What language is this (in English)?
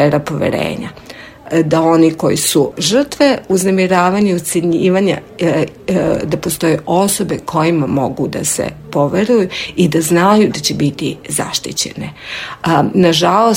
Serbian